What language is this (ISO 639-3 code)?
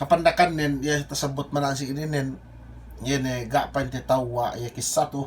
yka